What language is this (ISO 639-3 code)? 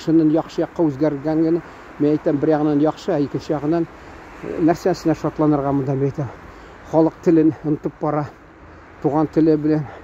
tat